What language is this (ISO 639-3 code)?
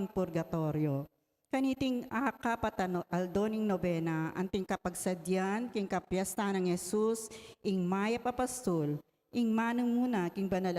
pam